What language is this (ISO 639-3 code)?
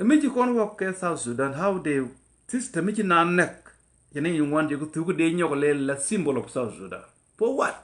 nus